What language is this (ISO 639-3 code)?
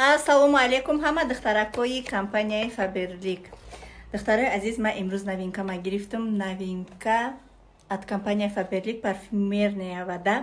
tgk